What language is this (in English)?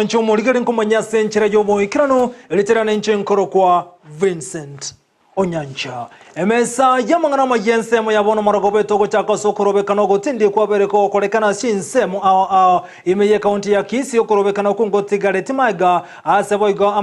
Gusii